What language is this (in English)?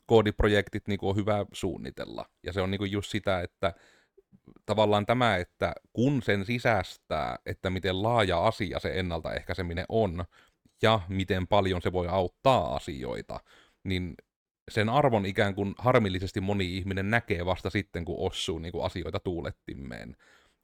Finnish